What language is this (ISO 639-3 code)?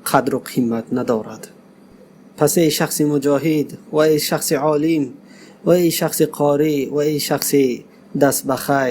tgk